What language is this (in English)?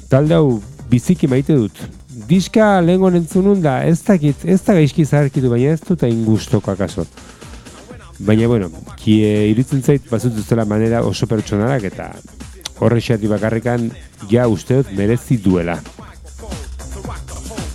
Basque